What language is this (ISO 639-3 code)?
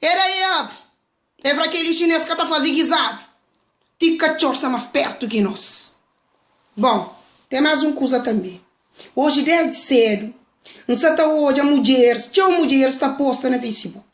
kea